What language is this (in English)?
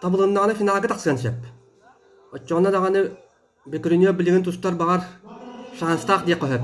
Yakut